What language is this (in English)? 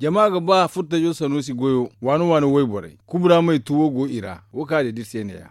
Zarma